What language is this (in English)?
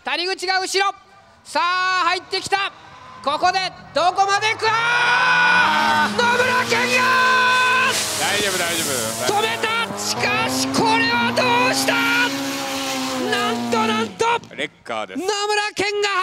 Japanese